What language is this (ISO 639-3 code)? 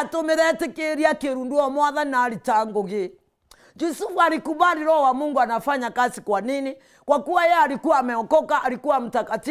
mer